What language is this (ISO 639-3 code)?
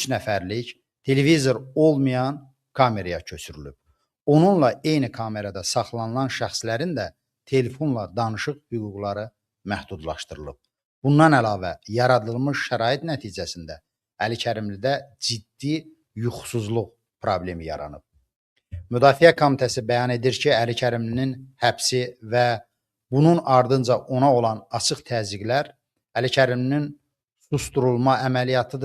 aze